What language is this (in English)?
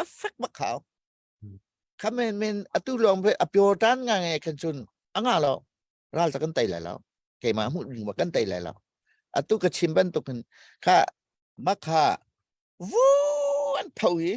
Hakha Chin